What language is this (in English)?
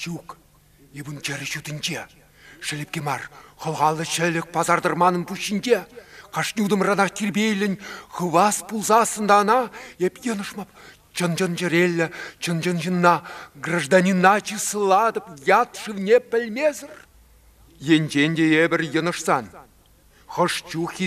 Chuvash